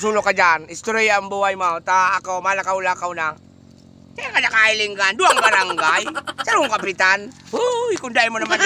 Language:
Bikol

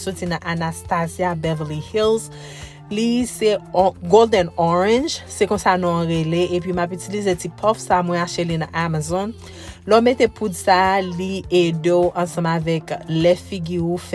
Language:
Haitian Creole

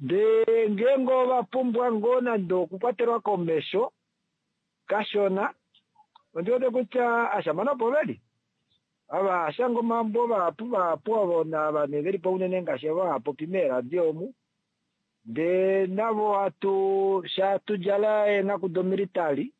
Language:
Kuanyama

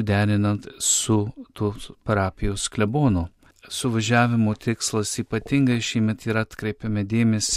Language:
Lithuanian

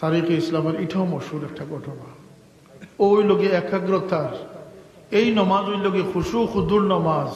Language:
Sylheti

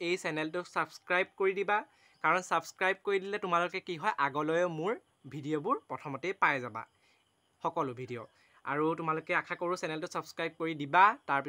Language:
Assamese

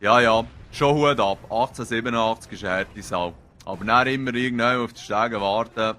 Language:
Swiss German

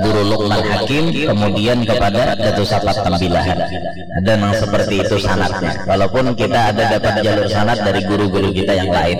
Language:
Banjar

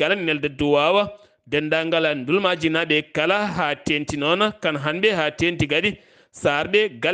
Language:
Fula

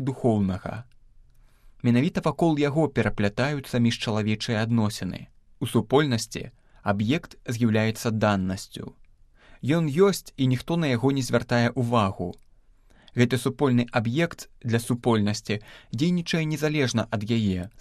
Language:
Belarusian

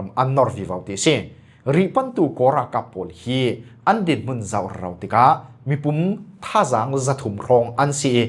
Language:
Falam Chin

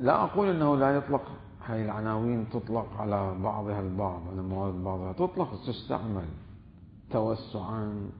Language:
Mesopotamian Arabic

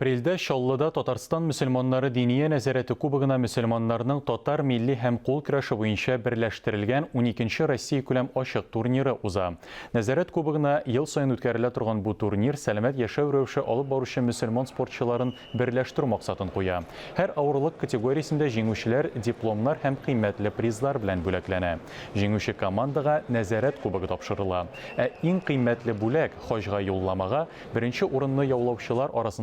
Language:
Tatar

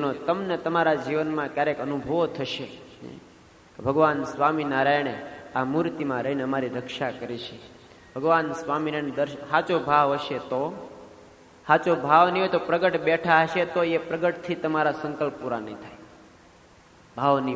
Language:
Gujarati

